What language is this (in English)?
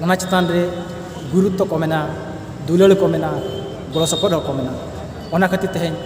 Santali